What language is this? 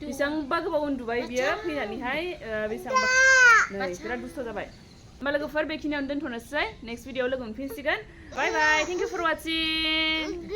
Bodo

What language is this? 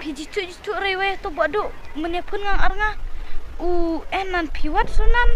Khasi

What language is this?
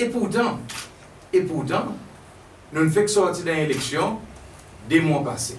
Seselwa Creole French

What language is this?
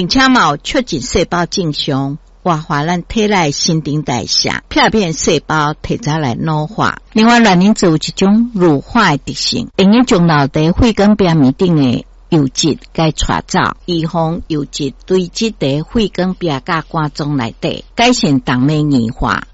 Min Nan Chinese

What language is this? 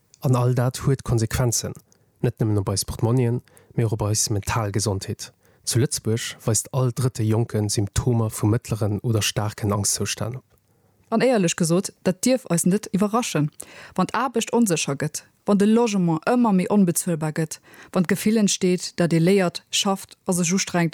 Luxembourgish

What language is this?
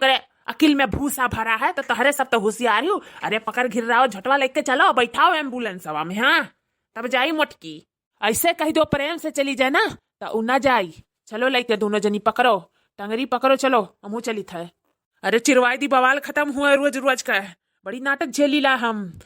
Awadhi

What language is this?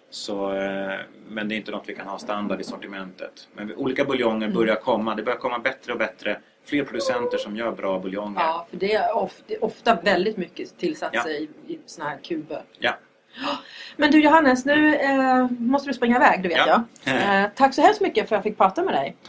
Swedish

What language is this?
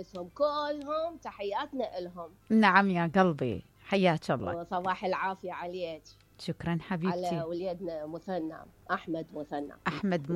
Mesopotamian Arabic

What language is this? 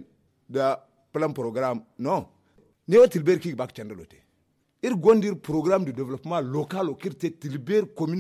Zarma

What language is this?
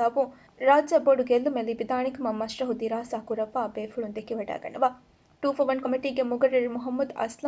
Divehi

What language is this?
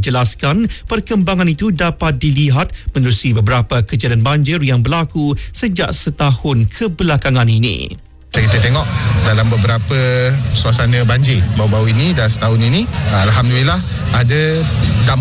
Malay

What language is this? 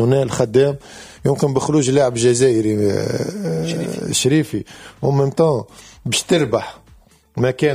Tunisian Arabic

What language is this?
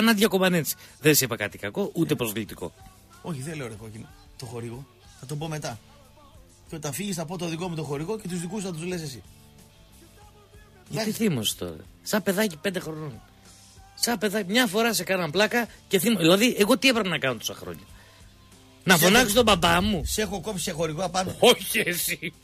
Greek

